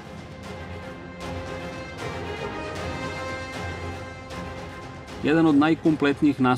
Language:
Serbian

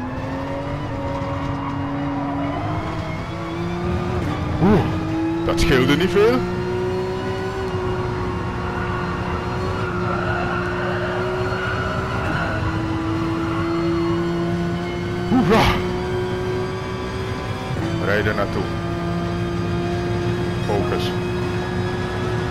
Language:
Dutch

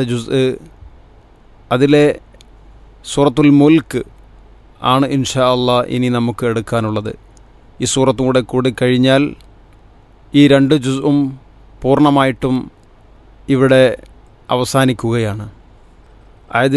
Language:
Malayalam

